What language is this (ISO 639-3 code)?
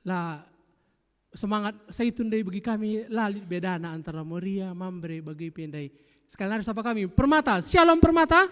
btx